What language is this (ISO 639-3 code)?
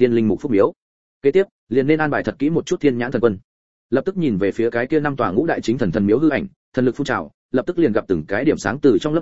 vie